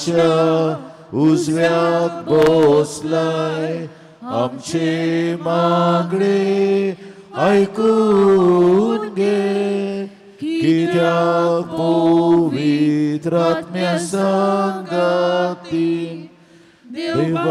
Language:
Konkani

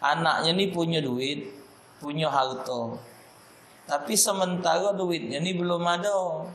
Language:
Musi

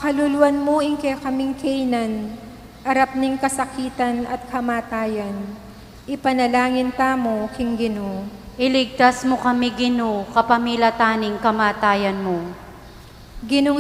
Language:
Pampanga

